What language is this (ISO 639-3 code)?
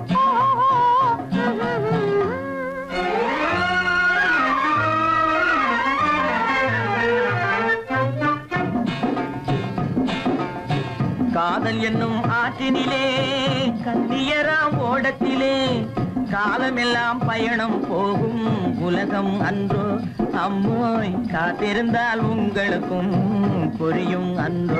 tam